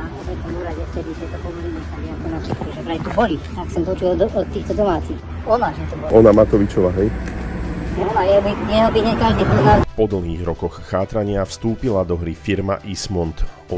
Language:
Slovak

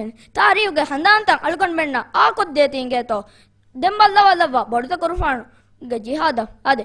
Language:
Divehi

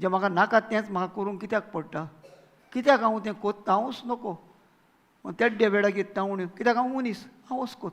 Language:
Konkani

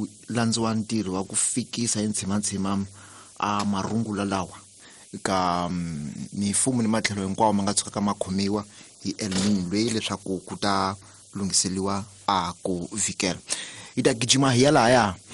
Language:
Tsonga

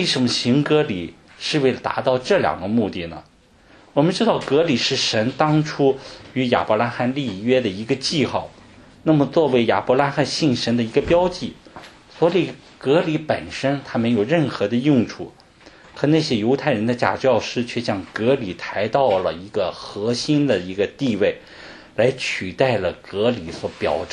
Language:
Chinese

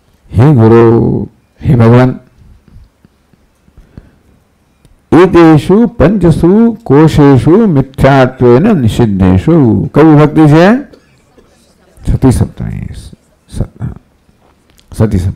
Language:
Gujarati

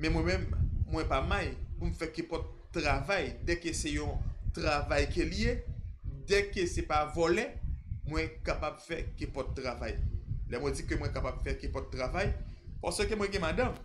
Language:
Haitian Creole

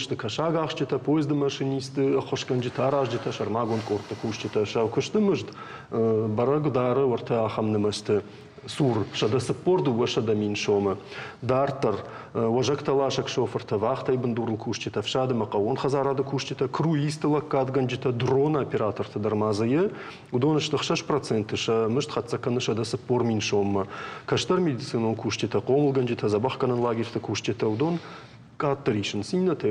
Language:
Ossetic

